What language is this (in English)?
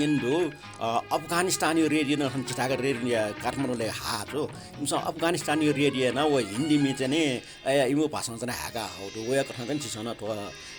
Newari